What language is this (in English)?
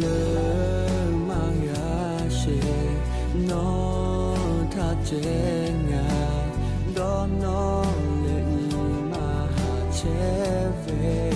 Lahu